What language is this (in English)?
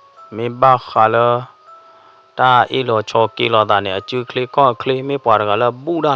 S'gaw Karen